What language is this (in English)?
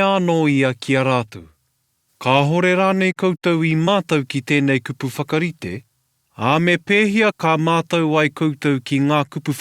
Māori